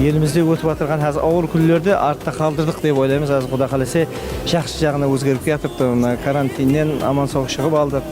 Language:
Kara-Kalpak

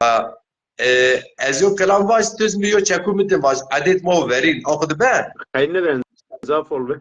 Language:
Zaza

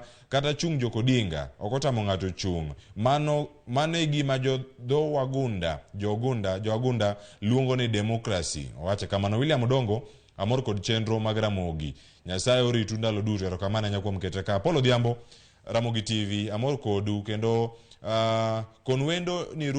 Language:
Luo (Kenya and Tanzania)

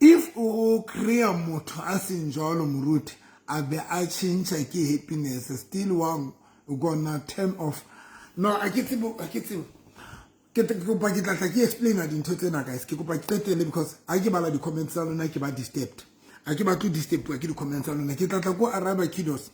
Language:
Southern Sotho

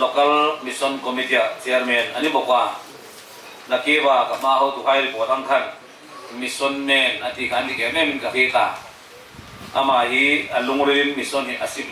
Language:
Hmar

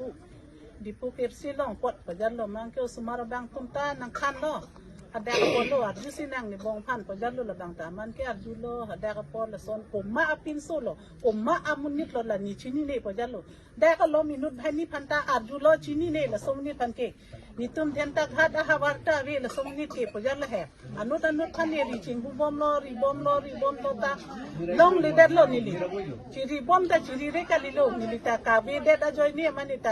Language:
Karbi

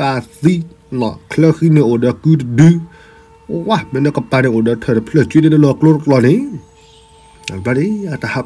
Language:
S'gaw Karen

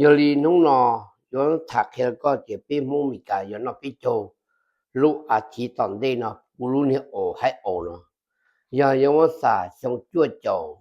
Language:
Hmong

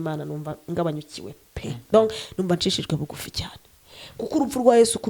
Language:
Kinyarwanda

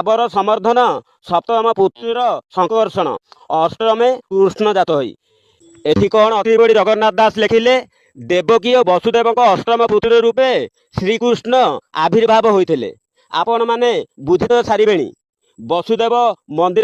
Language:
Odia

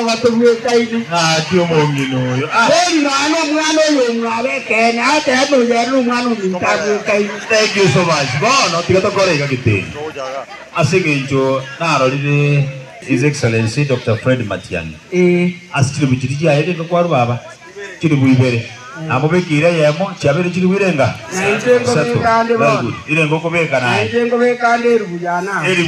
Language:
Gusii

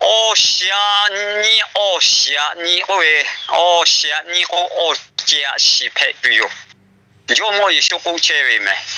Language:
Lahu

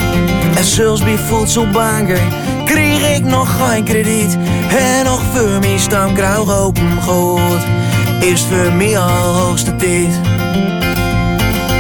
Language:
Dutch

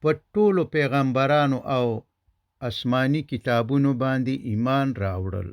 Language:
Pashto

